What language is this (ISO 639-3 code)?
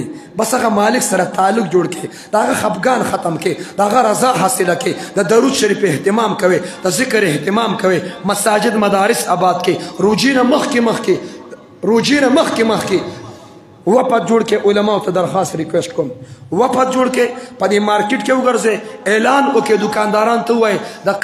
pus